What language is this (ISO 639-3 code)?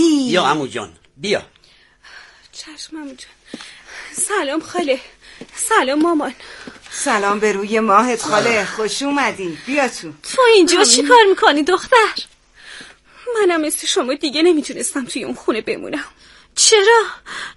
fas